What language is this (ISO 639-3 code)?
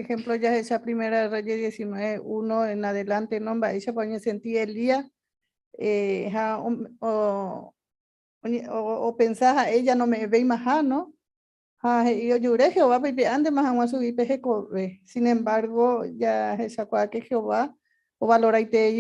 grn